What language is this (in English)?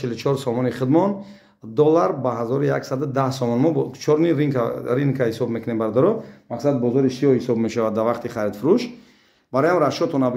Tajik